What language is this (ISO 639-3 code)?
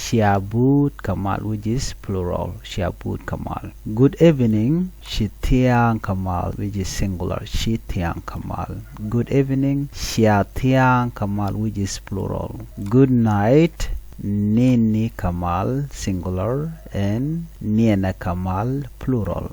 nus